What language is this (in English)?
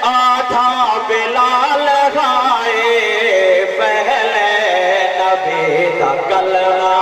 Saraiki